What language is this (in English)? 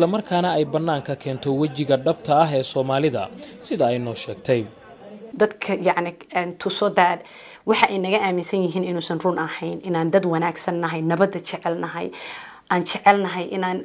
Somali